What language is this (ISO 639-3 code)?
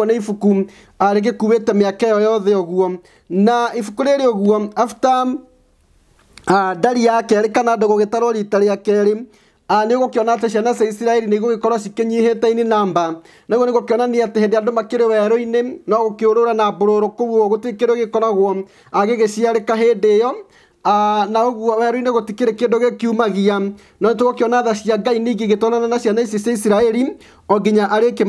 kik